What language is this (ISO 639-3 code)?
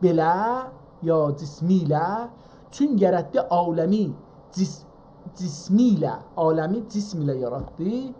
azb